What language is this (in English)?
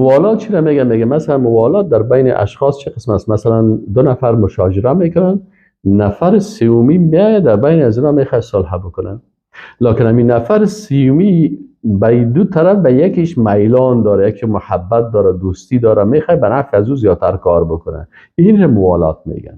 Persian